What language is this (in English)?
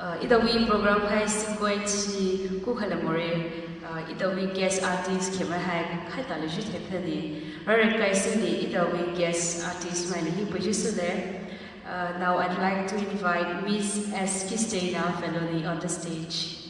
Poumei Naga